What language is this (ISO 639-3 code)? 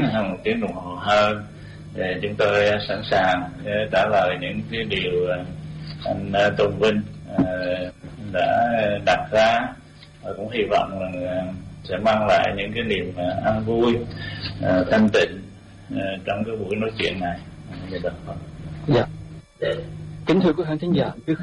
vie